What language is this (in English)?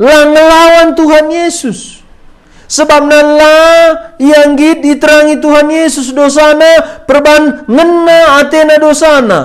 Batak Karo